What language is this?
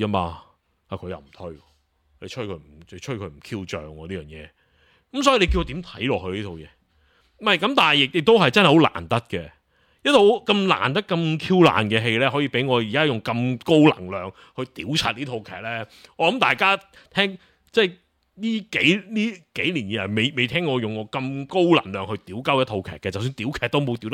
Cantonese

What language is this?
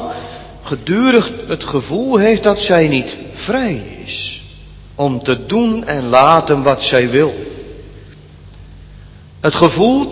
Dutch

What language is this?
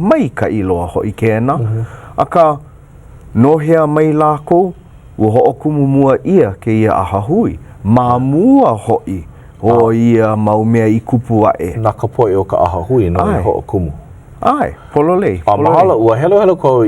Hawaiian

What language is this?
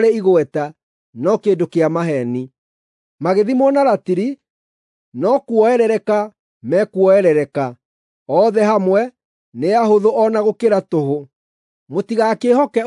Kikuyu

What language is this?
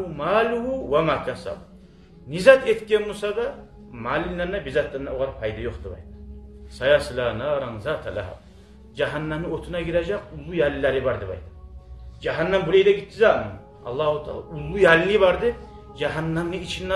Kumyk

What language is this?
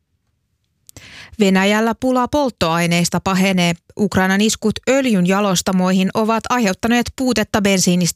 Finnish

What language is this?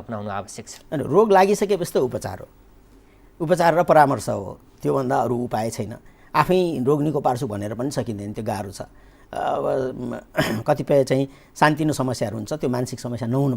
Nepali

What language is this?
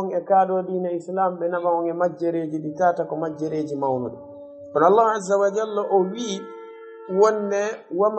Fula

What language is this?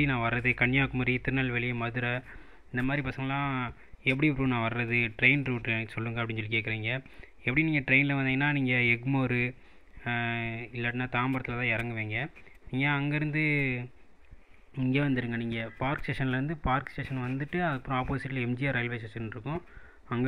Tamil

